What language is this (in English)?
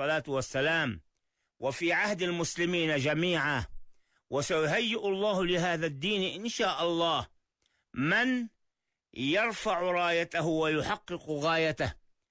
Arabic